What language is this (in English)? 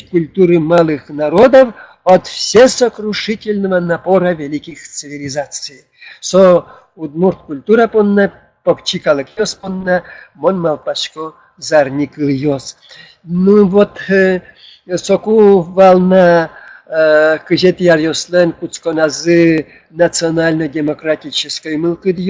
Udmurt